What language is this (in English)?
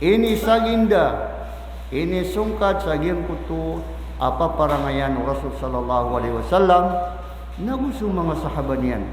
Maranao